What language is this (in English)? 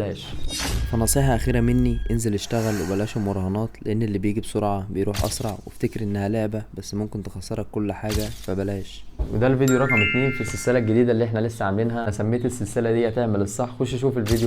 Egyptian Arabic